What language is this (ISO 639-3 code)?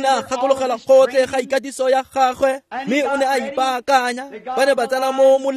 tsn